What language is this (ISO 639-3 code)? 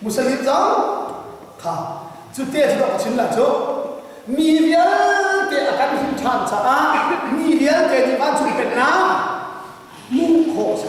cnh